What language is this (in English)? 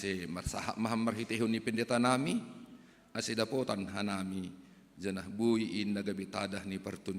Batak Simalungun